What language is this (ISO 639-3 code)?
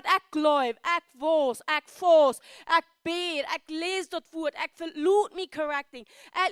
pdt